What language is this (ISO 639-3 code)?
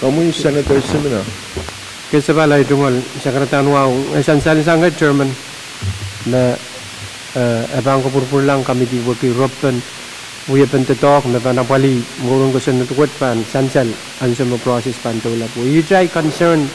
pon